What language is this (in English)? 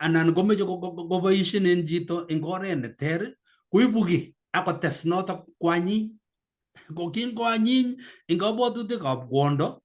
Kalenjin